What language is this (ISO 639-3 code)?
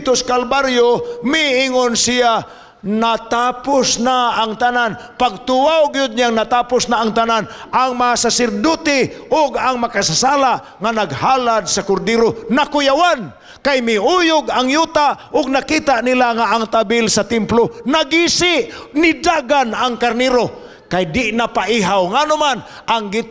ceb